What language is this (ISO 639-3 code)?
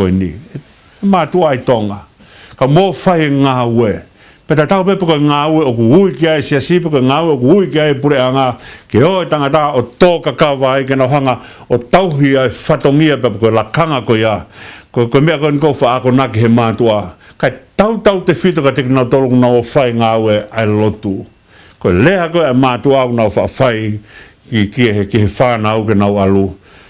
ton